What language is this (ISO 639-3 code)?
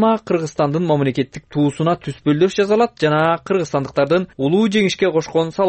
kir